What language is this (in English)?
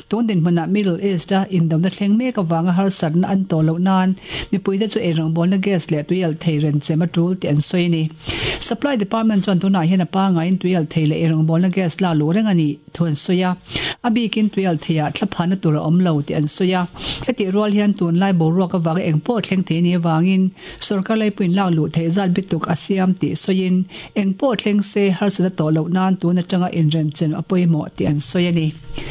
Mizo